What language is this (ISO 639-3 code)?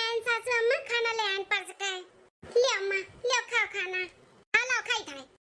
awa